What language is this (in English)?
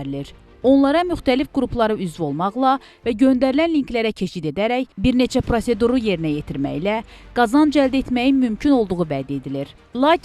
Azerbaijani